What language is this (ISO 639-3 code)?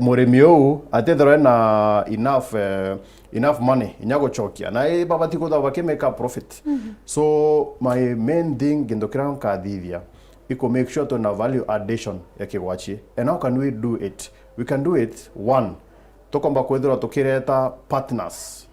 mer